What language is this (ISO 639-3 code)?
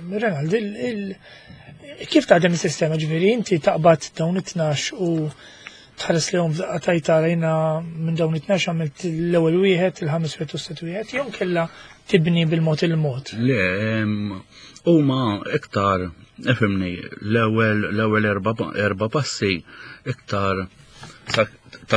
mlt